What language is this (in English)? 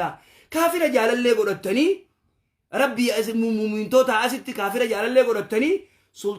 Oromo